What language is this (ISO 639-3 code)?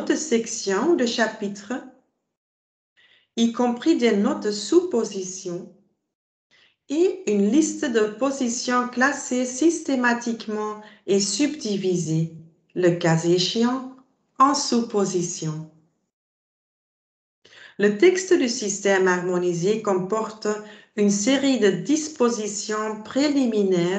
fra